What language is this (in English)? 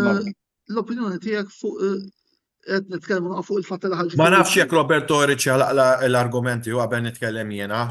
Maltese